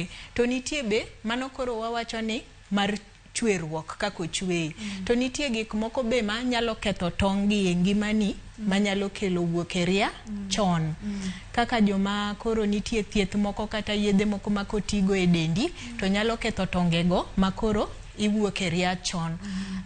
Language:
Luo (Kenya and Tanzania)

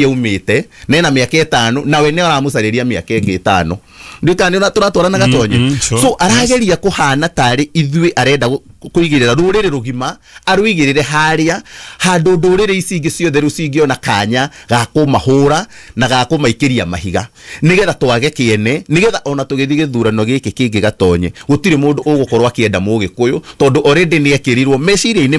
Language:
Kikuyu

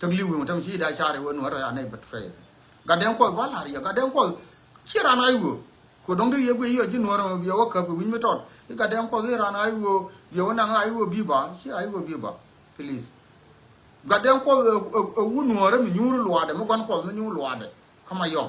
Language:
Nuer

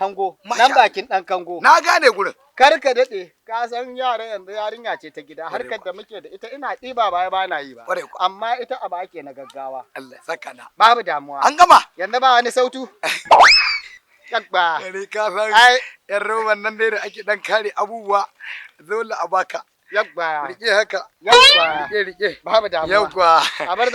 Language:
Hausa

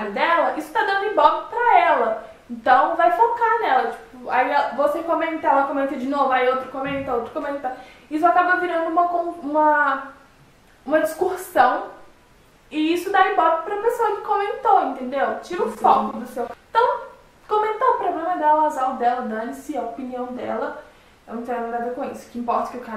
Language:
Portuguese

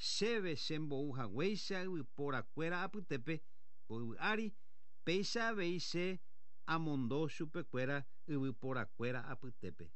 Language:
Guarani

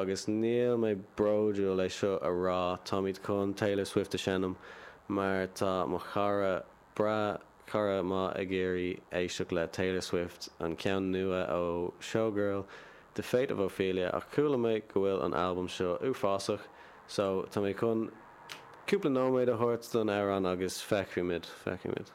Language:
Irish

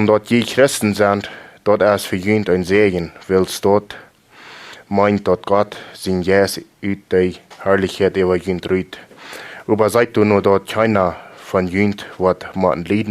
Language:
Plautdietsch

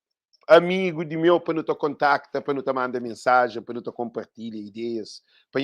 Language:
Kabuverdianu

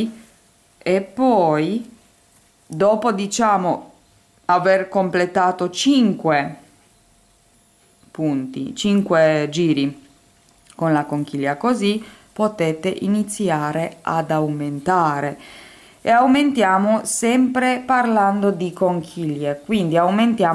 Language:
Italian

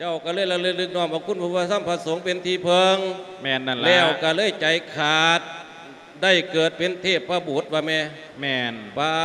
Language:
Lao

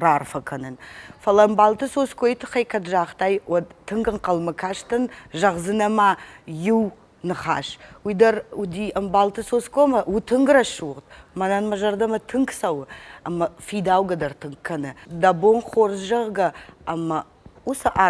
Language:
Ossetic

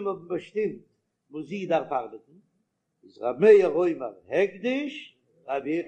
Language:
Yiddish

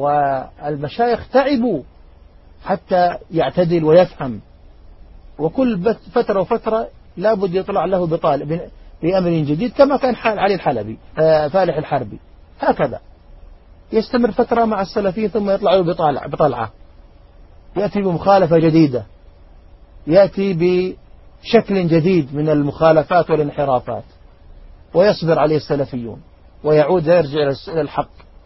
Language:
Arabic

